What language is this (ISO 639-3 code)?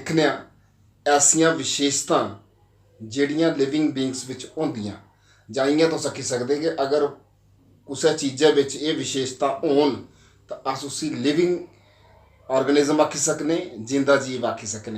doi